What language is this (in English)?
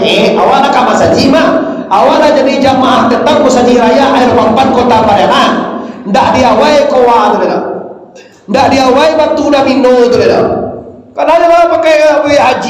Minangkabau